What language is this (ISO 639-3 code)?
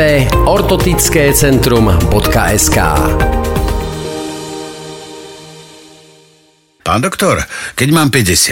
slk